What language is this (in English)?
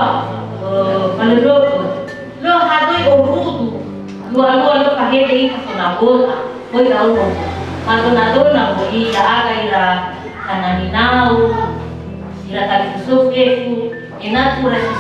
Nias